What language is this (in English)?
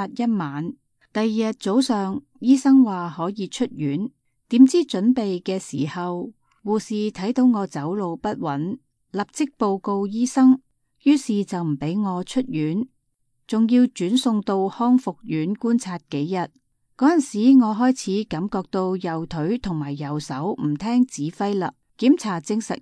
Cantonese